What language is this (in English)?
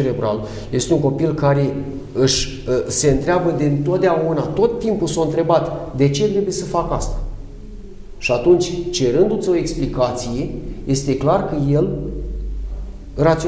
Romanian